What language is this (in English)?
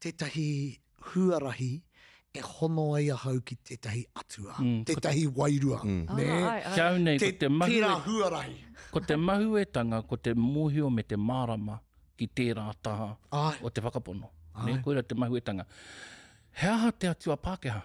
Māori